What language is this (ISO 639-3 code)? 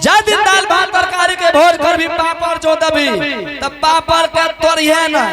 anp